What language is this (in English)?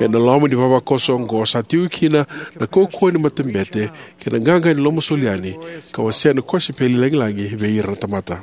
Fijian